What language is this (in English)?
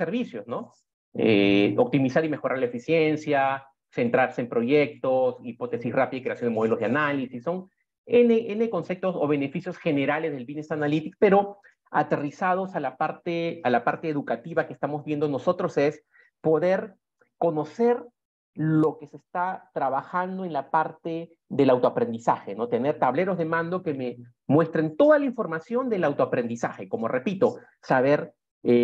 Spanish